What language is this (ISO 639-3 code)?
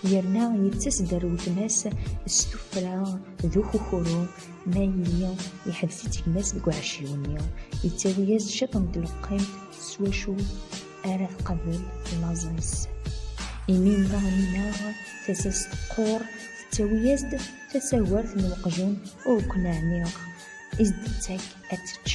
kab